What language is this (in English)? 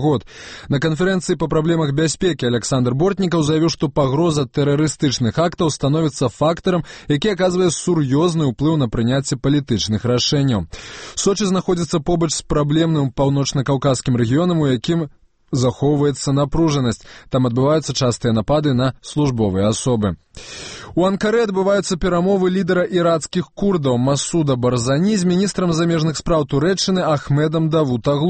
Belarusian